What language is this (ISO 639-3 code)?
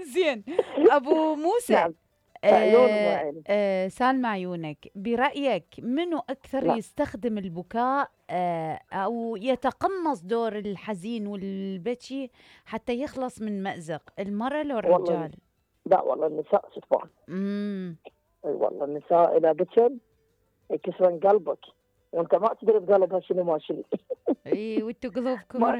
acm